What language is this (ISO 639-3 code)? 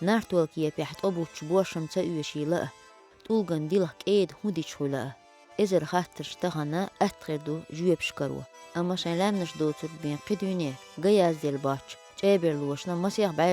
che